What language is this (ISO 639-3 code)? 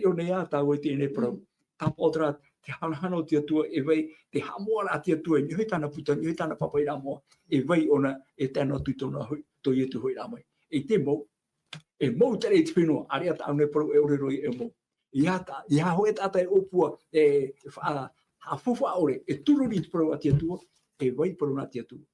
tah